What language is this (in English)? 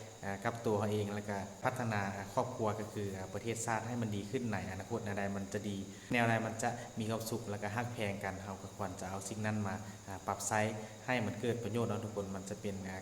Lao